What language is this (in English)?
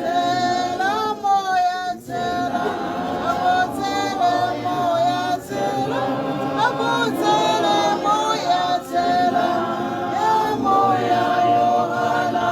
Tswana